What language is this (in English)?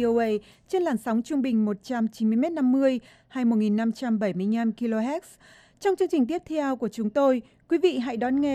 Vietnamese